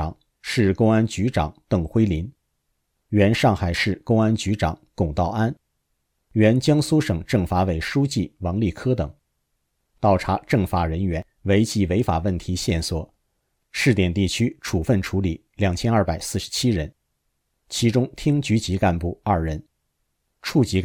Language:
Chinese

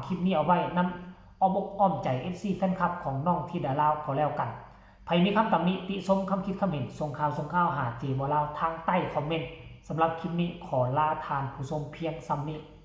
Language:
Lao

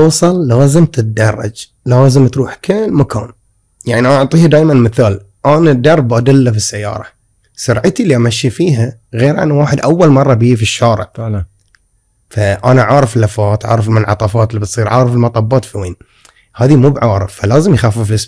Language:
Gulf Arabic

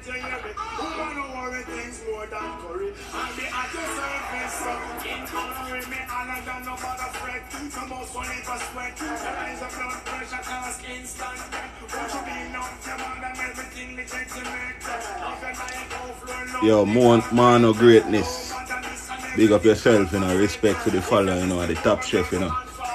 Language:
Jamaican Creole English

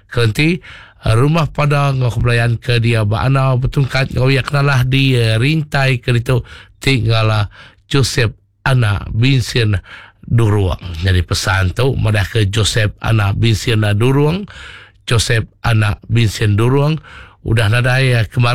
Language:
Iban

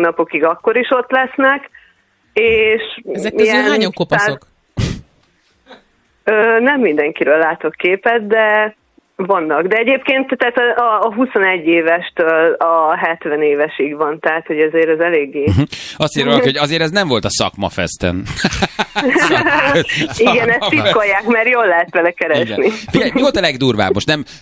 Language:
Hungarian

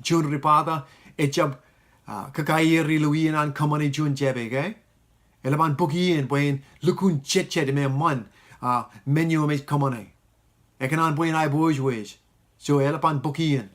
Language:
Marshallese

